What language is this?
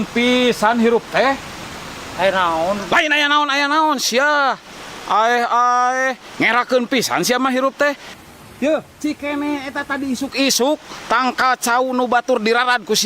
Sundanese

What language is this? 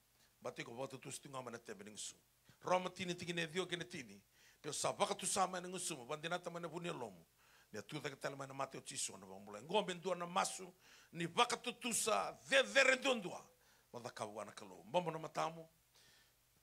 Fijian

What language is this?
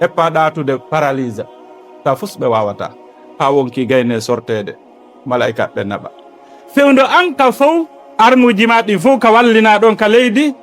Fula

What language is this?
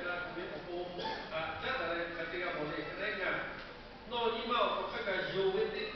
Lahu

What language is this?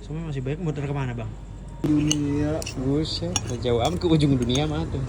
Betawi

